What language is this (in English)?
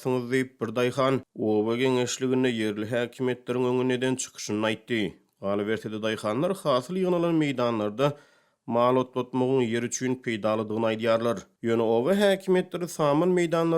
Turkmen